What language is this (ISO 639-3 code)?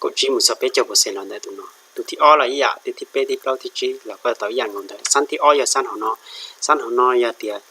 hmn